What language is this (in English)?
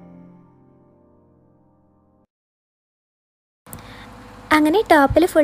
Malayalam